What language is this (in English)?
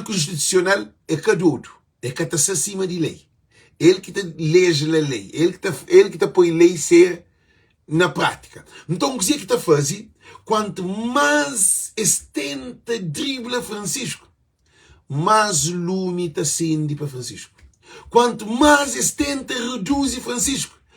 Kabuverdianu